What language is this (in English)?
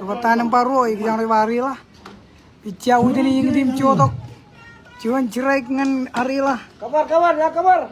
Marshallese